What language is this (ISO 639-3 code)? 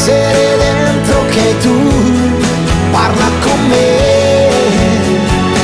ita